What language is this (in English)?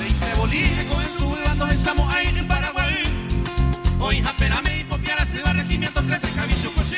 Guarani